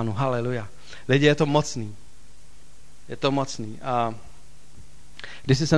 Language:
Czech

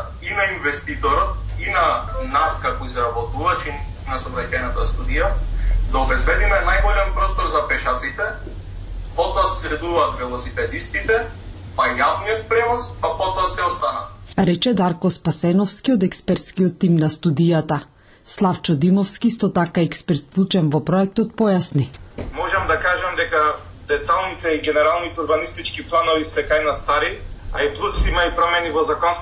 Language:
Macedonian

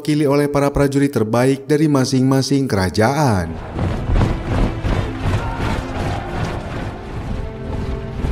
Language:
Indonesian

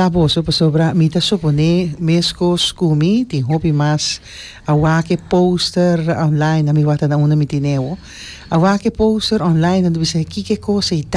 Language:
Papiamento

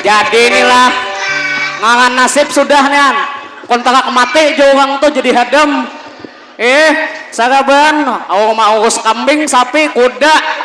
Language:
Banjar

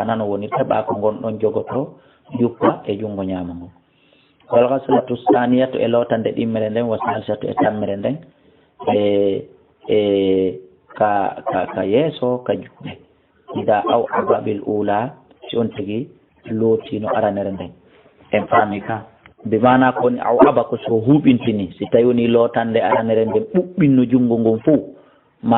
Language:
Fula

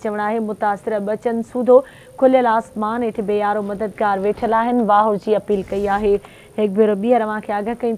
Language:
Sindhi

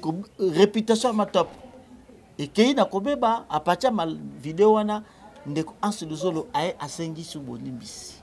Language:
Lingala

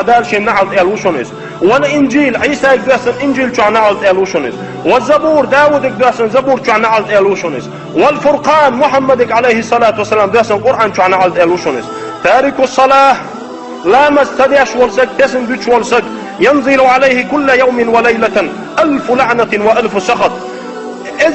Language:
Chechen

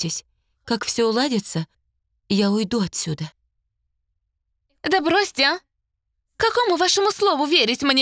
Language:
Russian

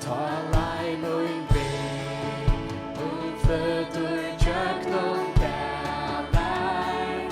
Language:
Faroese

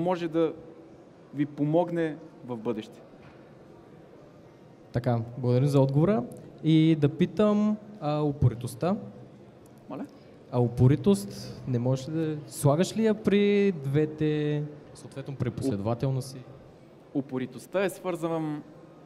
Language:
Bulgarian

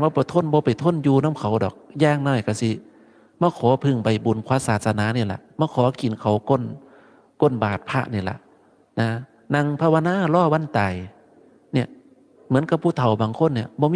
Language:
Northeastern Thai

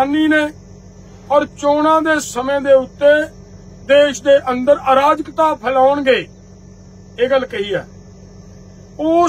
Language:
Punjabi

